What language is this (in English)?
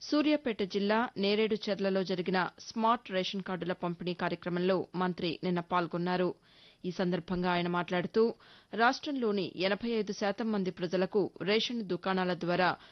Telugu